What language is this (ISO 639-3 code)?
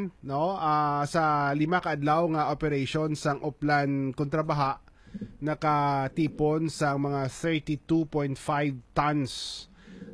hil